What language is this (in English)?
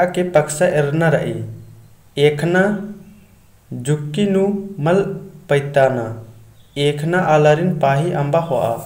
Kurukh